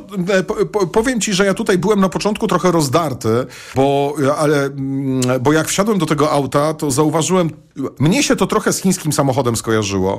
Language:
Polish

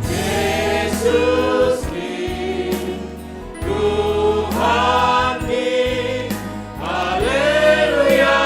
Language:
Batak Simalungun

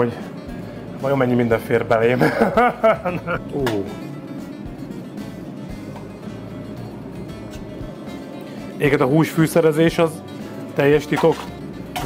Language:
Hungarian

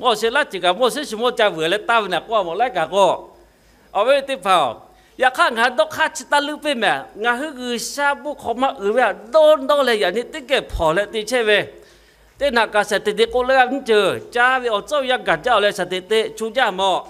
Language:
Lahu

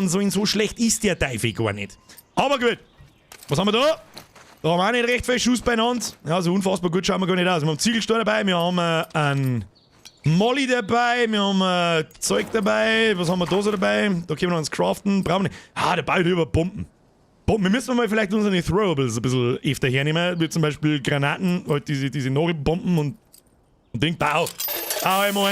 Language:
Bavarian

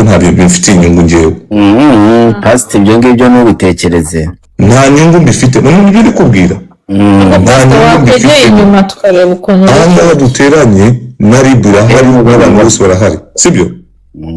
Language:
Kinyarwanda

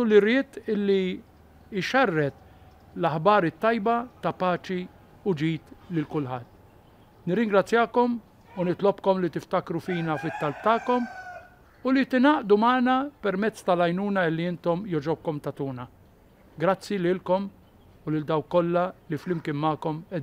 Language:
Maltese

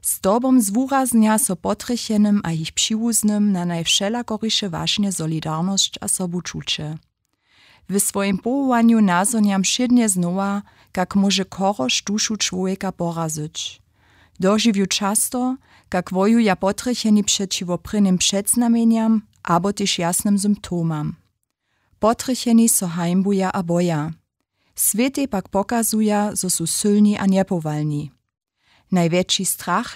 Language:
Upper Sorbian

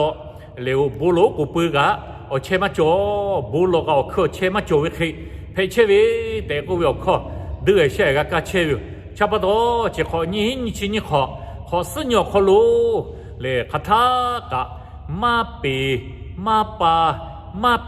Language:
Lahu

